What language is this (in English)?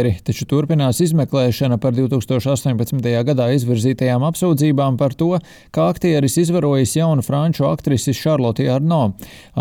Latvian